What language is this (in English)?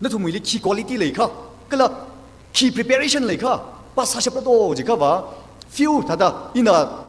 Tangkhul Naga (India)